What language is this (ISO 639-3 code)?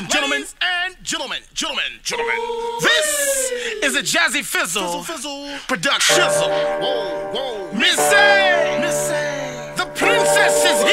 eng